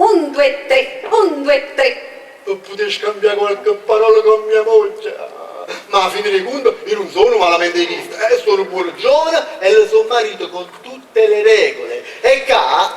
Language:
Neapolitan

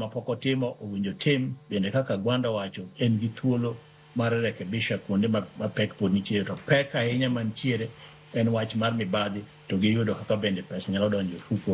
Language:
Luo (Kenya and Tanzania)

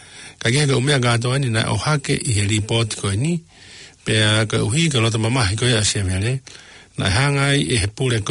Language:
Tongan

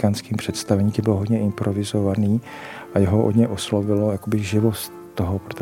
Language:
Czech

